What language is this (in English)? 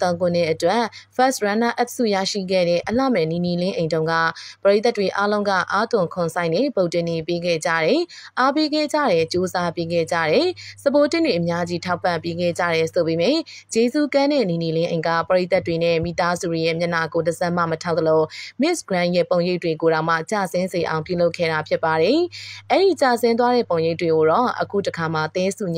Burmese